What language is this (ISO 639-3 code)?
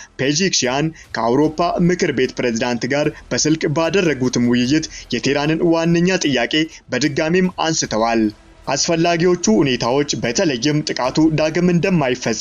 amh